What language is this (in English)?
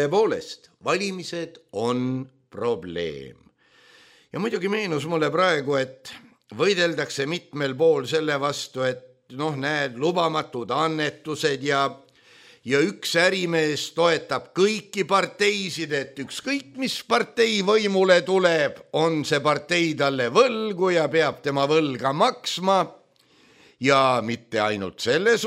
Estonian